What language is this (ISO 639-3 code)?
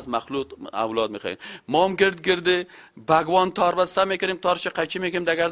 fas